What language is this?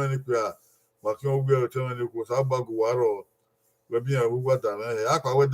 Bini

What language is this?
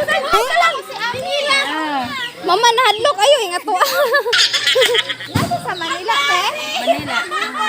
Cebuano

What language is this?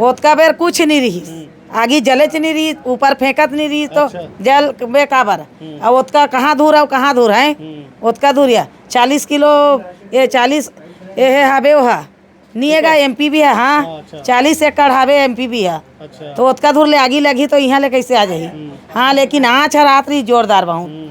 Chhattisgarhi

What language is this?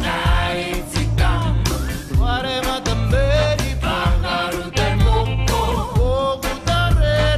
Māori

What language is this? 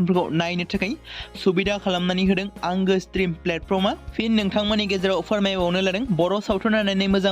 Bodo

